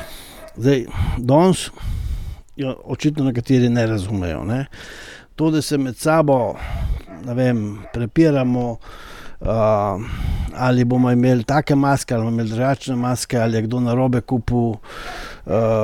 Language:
Slovenian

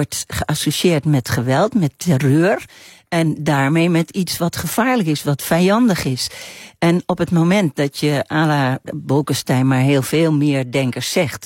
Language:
Dutch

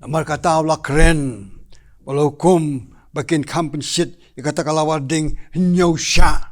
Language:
Khasi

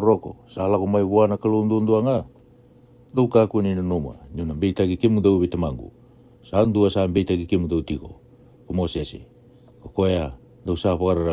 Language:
Fijian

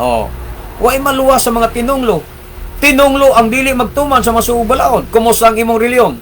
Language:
Cebuano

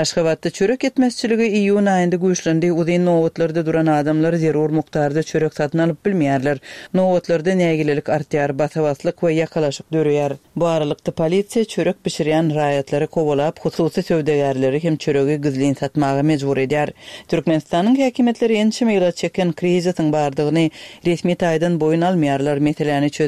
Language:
Turkmen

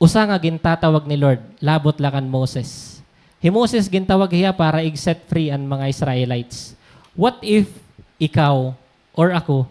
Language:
Waray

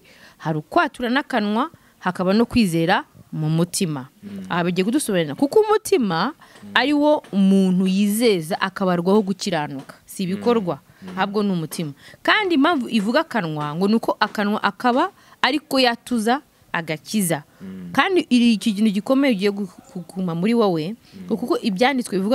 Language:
Kinyarwanda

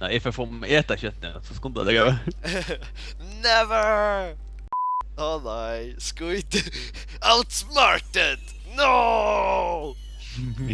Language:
Faroese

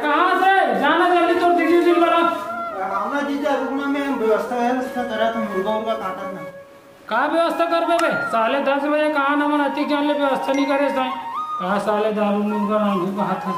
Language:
Chhattisgarhi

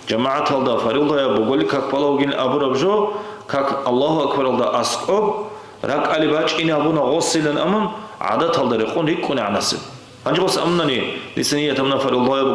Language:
Avaric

